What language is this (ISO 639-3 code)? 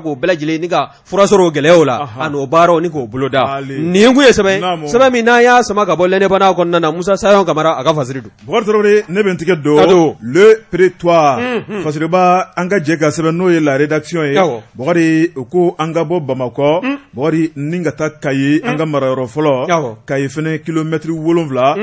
bam